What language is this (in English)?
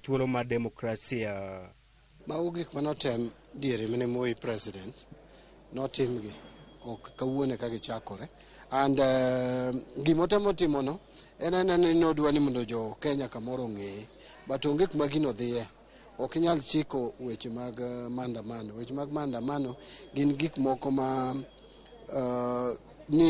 Luo (Kenya and Tanzania)